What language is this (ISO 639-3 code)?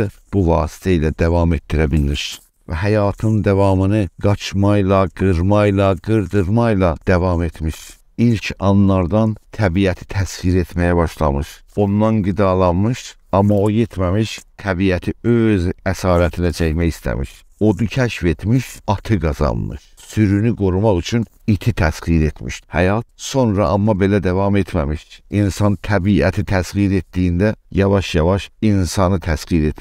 azb